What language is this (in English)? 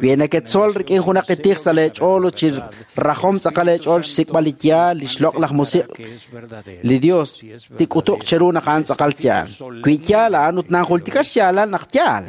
Kekchí